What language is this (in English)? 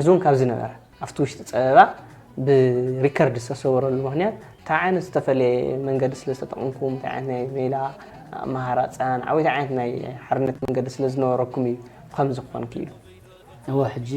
Tigrinya